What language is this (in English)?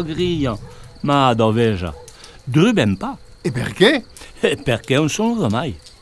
Occitan